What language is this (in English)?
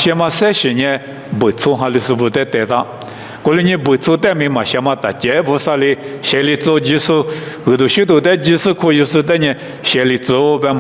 Lisu